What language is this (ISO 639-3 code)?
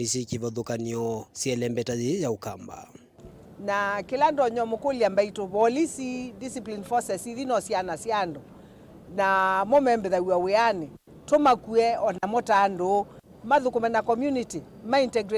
kam